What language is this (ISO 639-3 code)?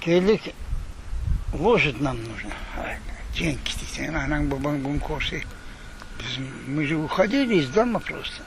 crh